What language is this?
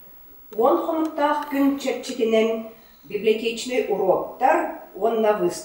Yakut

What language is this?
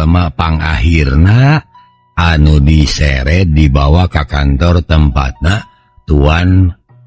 Sundanese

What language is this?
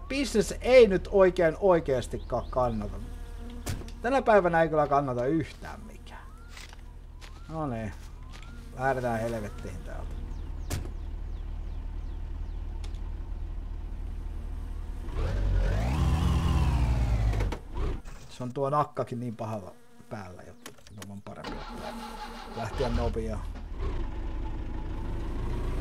Finnish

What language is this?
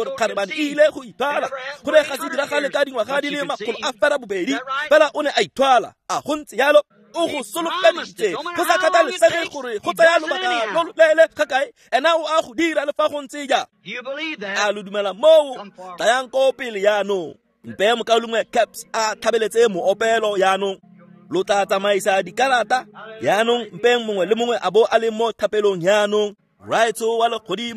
Tswana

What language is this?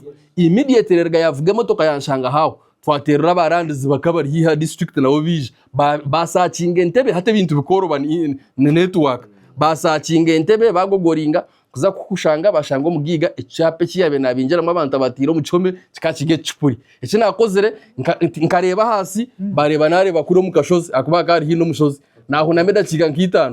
Nyankole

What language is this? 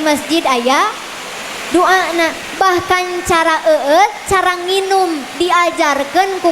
Sundanese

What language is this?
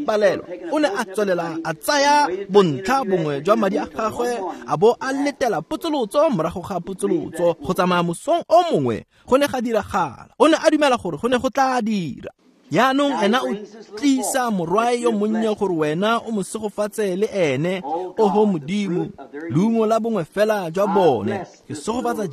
Tswana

